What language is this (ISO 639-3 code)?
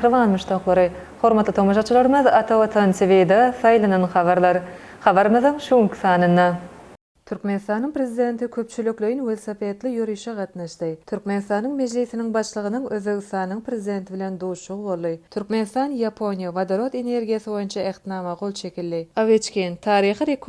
tuk